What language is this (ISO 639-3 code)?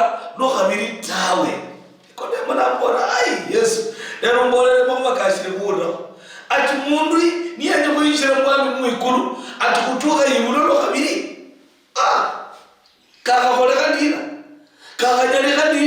luy